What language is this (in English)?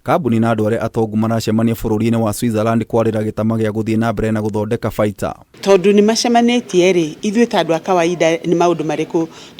Kikuyu